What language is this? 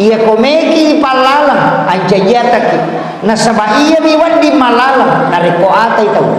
Buginese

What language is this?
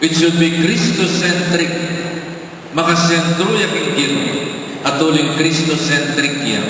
Pampanga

